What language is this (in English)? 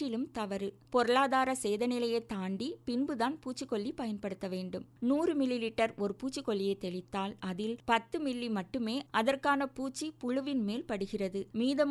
Tamil